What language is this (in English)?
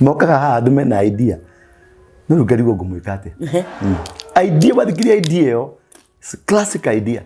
Kikuyu